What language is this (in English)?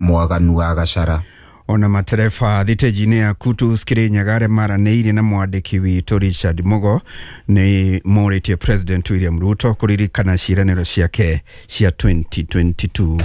Kikuyu